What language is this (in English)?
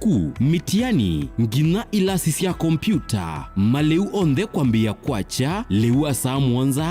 Kamba